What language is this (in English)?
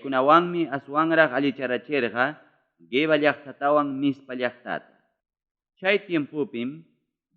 Ayacucho Quechua